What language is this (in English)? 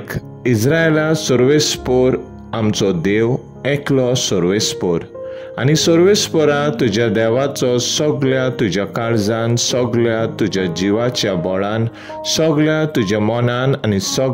Konkani